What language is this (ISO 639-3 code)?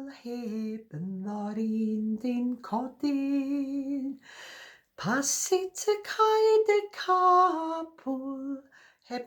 cym